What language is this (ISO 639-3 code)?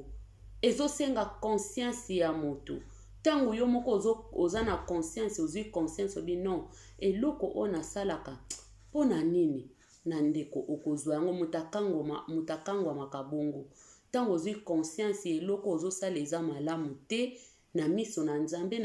lin